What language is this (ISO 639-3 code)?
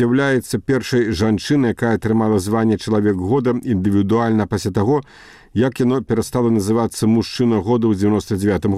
bel